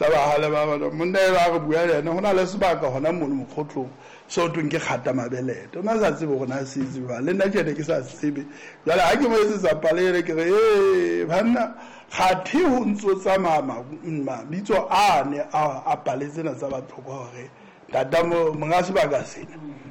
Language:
Southern Sotho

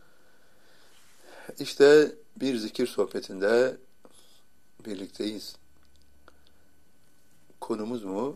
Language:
Turkish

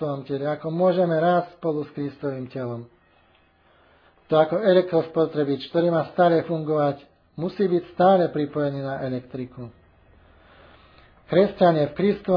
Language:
Slovak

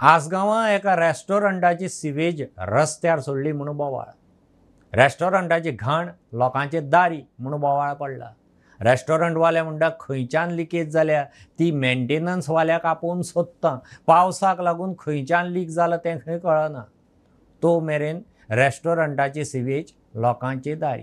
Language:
Konkani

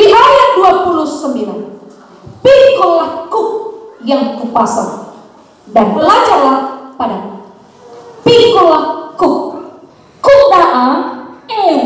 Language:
Nias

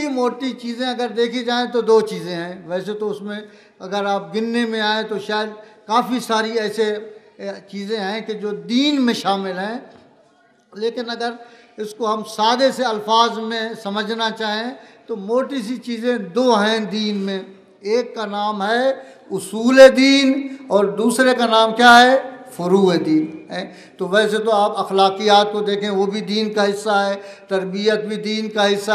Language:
Urdu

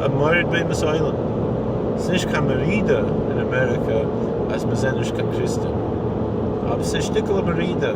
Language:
Yiddish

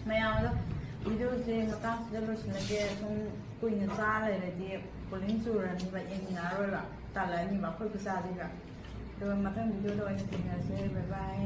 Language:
Manipuri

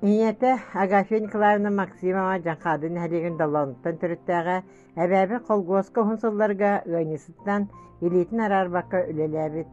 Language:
Yakut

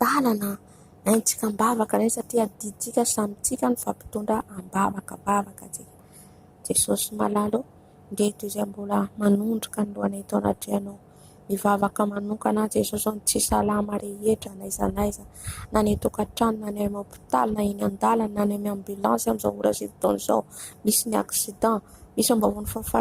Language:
Malagasy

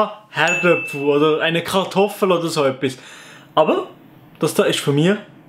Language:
Swiss German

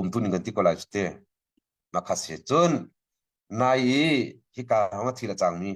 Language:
Hakha Chin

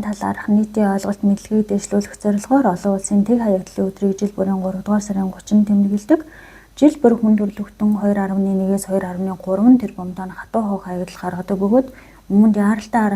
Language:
Mongolian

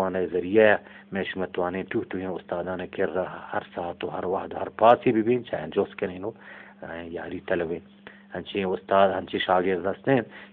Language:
Eastern Balochi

